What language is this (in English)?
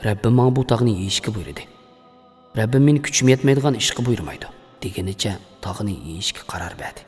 Uyghur